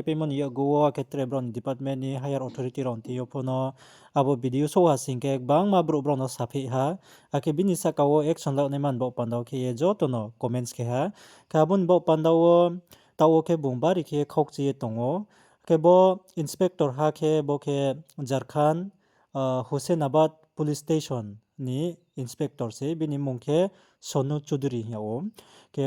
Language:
Riang (India)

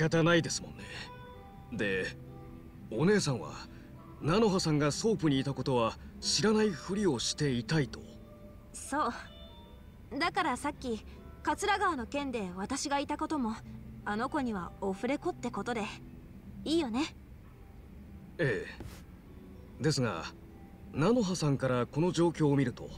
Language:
Japanese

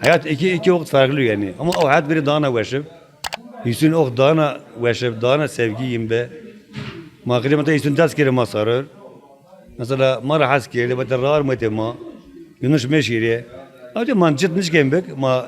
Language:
Zaza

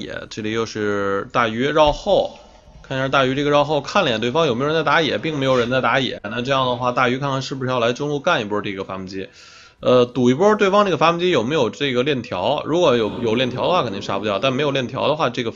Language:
Chinese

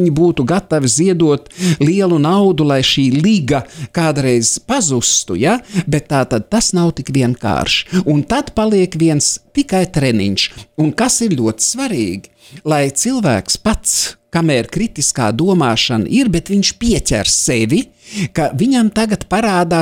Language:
Latvian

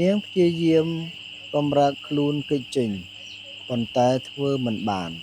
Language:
Khmer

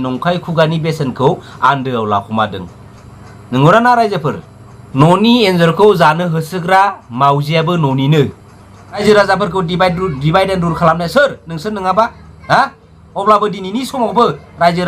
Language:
Bodo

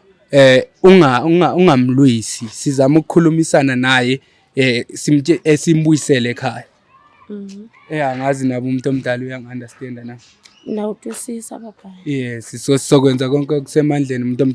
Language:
Zulu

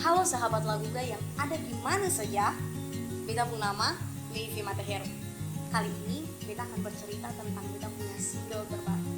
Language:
Ambonese Malay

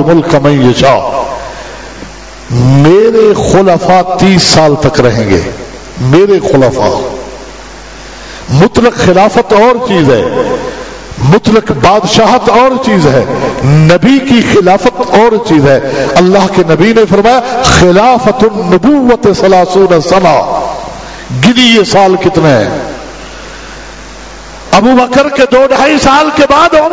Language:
Urdu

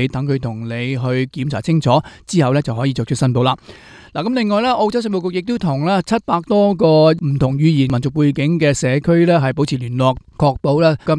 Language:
Cantonese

